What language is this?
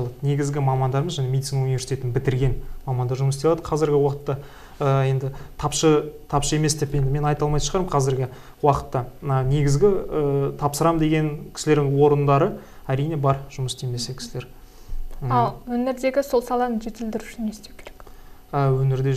Kazakh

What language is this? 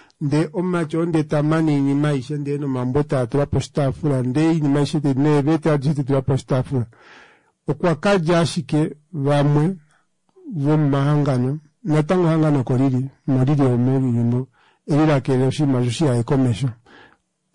Kuanyama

